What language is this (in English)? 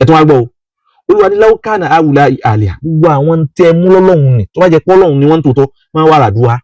Yoruba